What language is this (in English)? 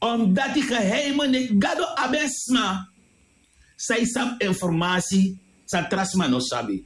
Sranan Tongo